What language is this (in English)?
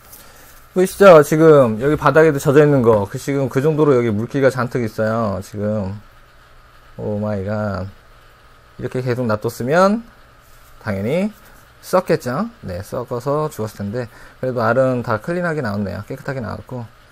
Korean